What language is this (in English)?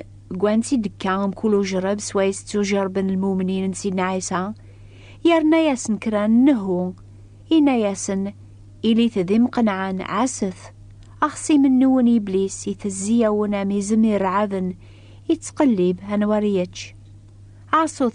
Kabyle